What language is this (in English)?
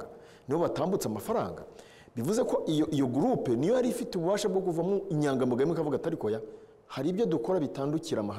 Kinyarwanda